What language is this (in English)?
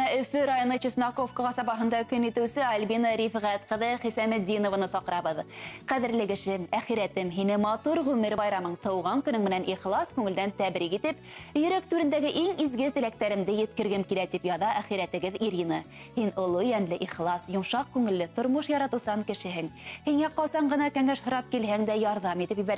Bashkir